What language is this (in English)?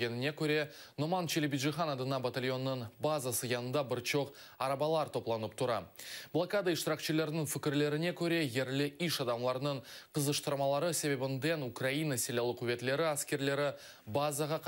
Crimean Tatar